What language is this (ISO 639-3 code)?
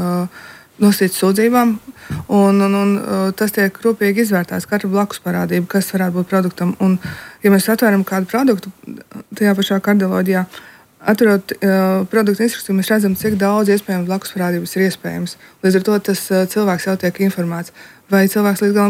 lav